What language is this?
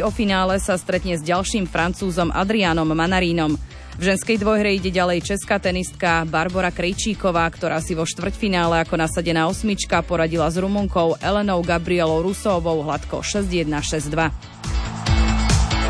Slovak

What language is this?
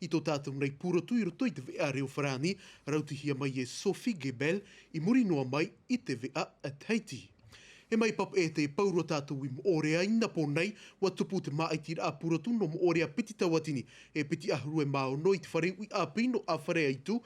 Tahitian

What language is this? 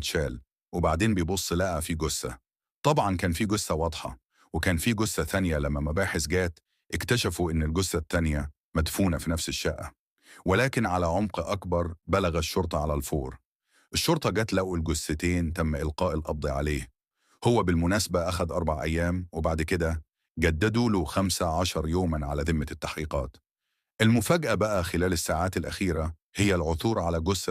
Egyptian Arabic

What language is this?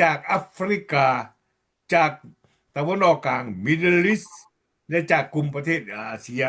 Lao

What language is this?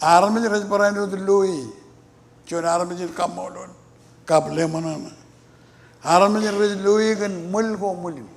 Marshallese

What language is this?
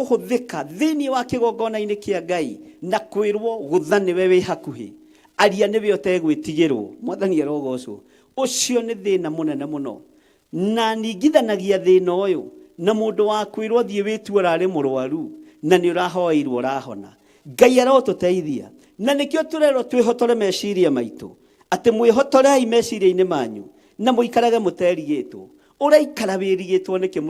Kikuyu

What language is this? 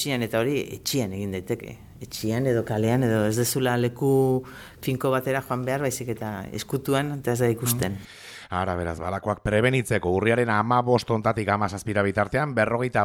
Basque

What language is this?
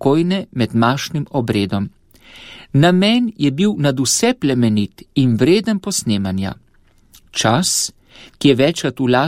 Slovenian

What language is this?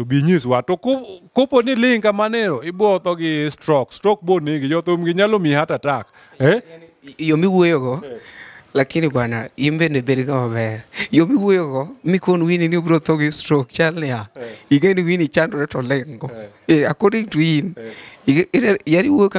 Luo (Kenya and Tanzania)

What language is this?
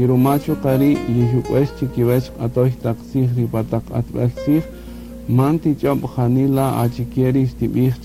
Kaqchikel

